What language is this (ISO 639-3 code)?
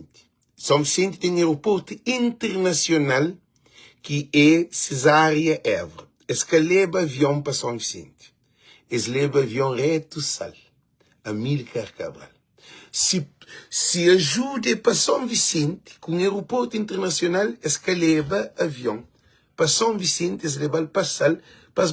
kea